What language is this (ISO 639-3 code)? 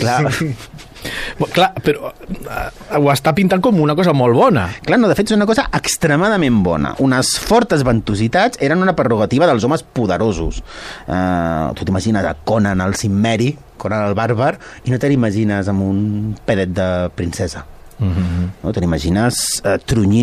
cat